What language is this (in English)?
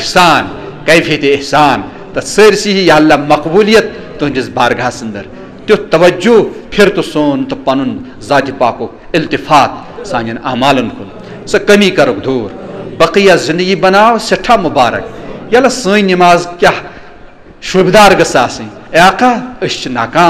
Kashmiri